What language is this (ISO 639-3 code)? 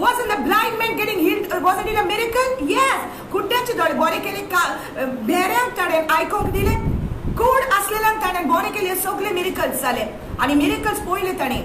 kok